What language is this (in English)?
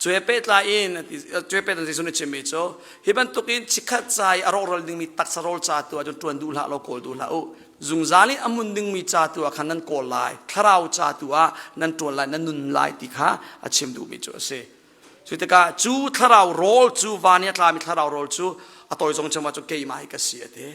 Hakha Chin